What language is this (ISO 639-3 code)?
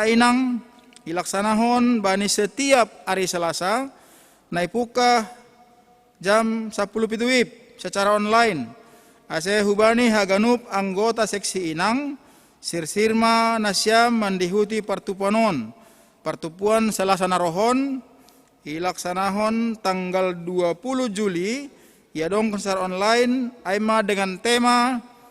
bts